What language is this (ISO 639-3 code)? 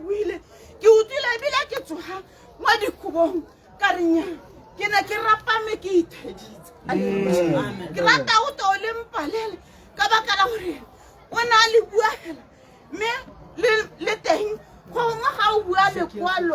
tsn